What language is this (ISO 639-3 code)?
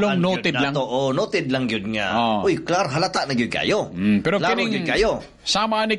ceb